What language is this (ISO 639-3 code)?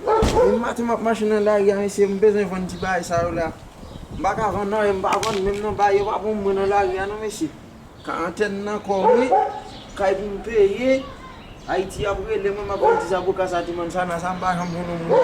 hat